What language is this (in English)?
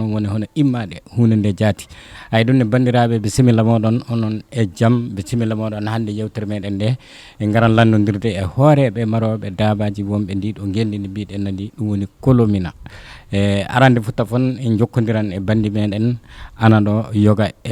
Fula